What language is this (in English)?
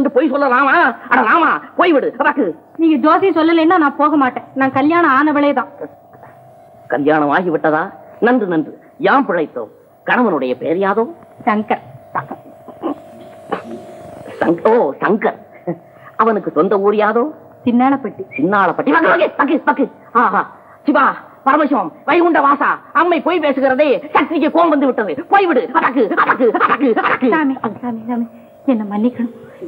Tamil